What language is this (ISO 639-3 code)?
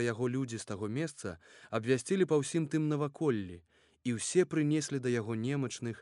bel